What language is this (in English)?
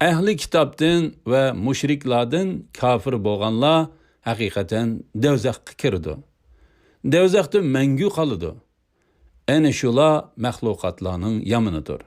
Uyghur